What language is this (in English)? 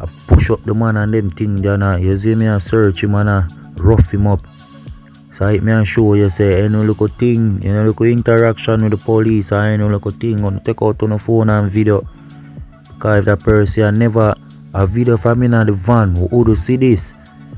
Jamaican Creole English